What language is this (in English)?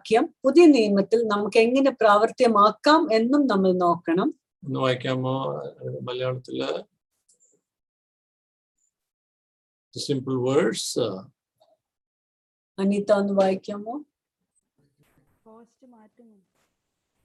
Malayalam